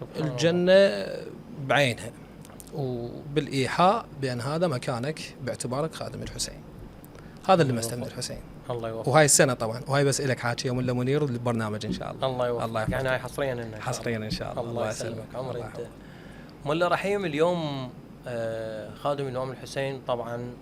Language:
Mesopotamian Arabic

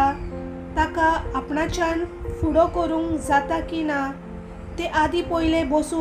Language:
Konkani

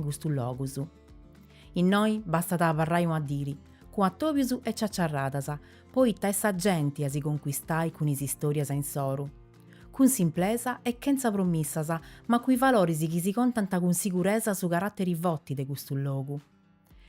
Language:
Sardinian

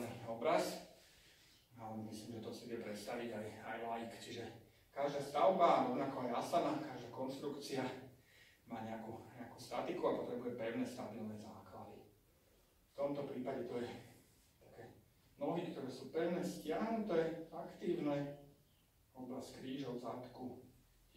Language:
Slovak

